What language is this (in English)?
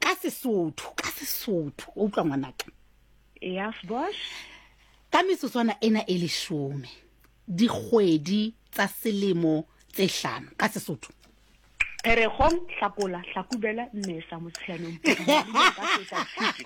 Southern Sotho